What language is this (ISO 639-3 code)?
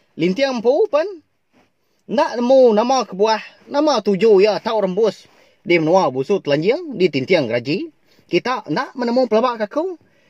iba